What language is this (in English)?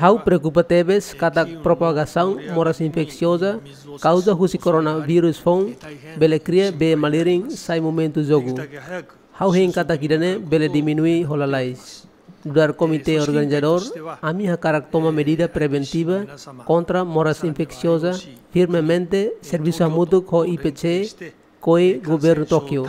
Tetum